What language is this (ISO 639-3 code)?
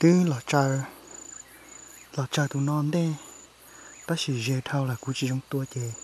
hmn